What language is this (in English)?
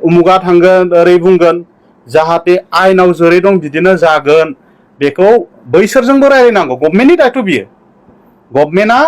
Bodo